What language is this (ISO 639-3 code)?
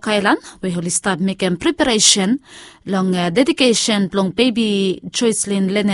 bis